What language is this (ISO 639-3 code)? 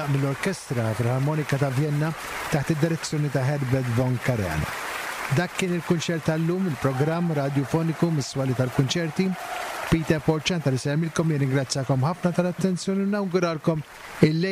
mlt